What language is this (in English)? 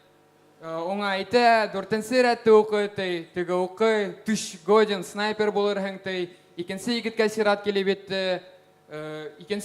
Bashkir